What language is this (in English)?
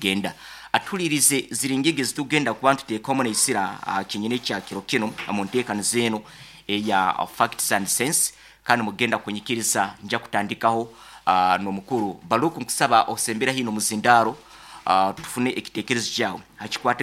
Nyoro